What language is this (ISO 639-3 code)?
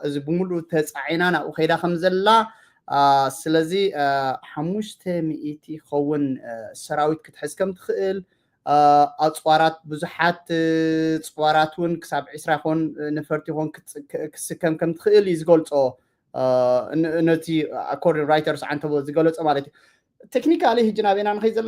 tir